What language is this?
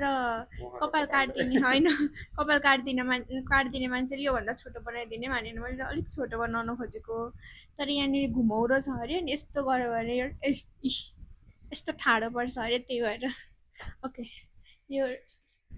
Nepali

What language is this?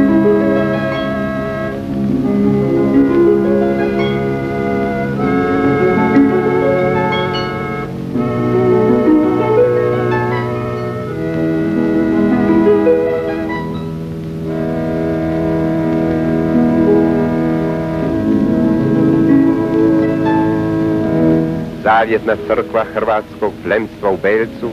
Croatian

